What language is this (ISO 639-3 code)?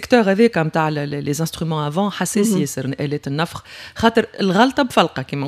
aeb